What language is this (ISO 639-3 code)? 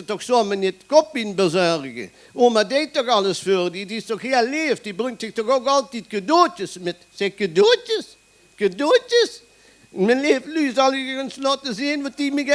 lim